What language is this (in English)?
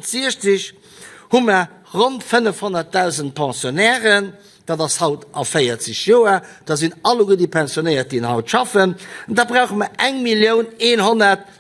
Luxembourgish